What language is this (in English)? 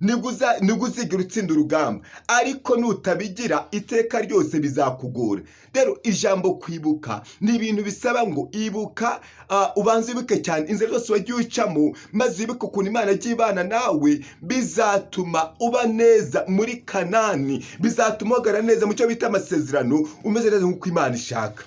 Kinyarwanda